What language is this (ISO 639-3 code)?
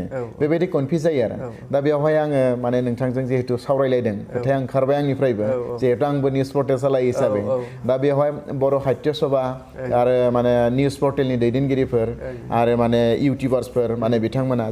brx